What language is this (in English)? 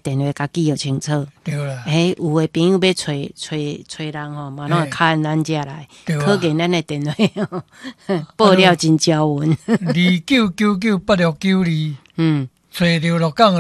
Min Nan Chinese